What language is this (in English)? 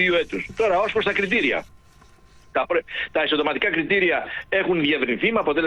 Greek